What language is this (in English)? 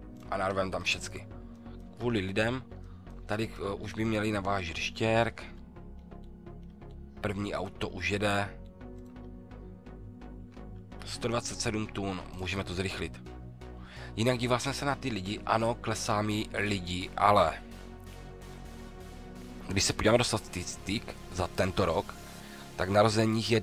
Czech